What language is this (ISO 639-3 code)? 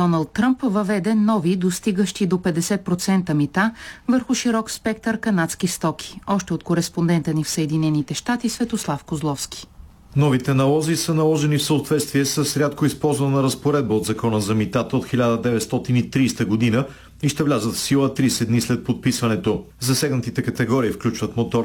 bul